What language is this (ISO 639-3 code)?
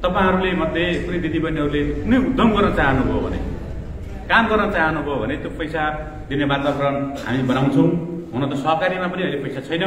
nep